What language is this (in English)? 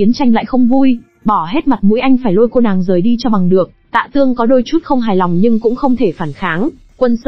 Vietnamese